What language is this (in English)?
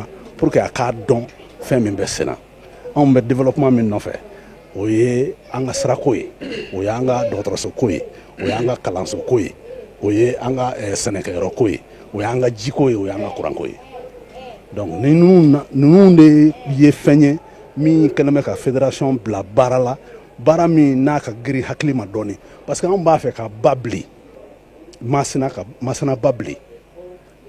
Bambara